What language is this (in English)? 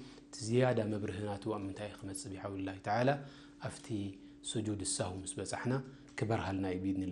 Tigrinya